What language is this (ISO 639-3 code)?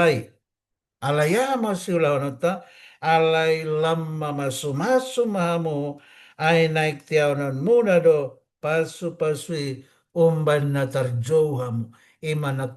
bbc